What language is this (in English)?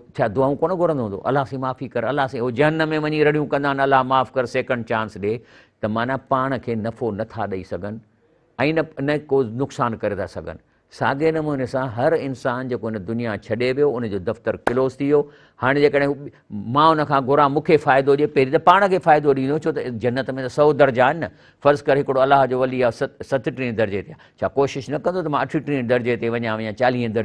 Sindhi